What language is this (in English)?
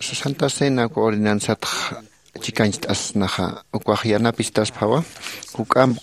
Aymara